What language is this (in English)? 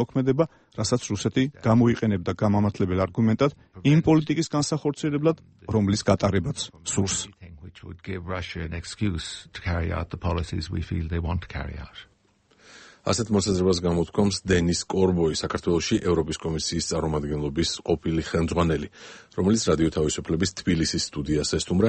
Georgian